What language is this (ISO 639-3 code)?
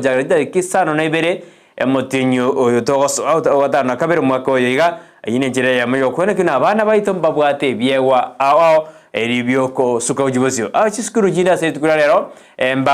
guz